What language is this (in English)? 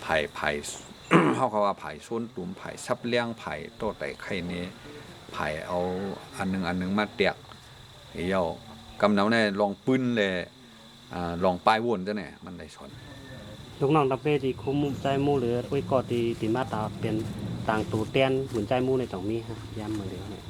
Shan